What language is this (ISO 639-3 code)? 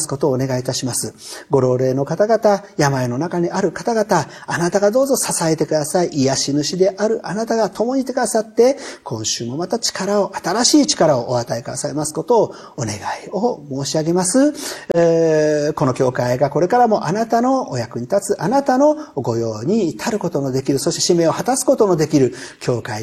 jpn